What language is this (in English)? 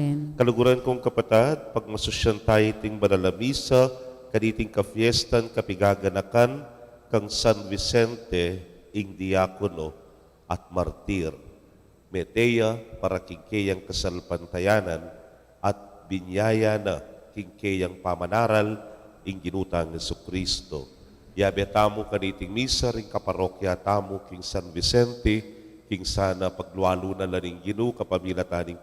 Pampanga